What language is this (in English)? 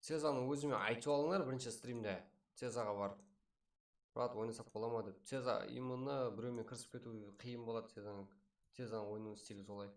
Kara-Kalpak